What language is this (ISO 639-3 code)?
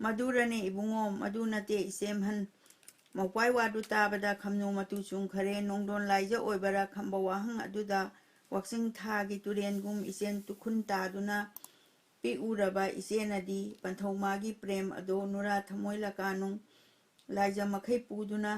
mni